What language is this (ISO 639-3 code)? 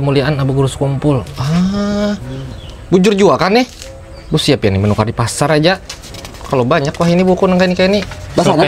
bjn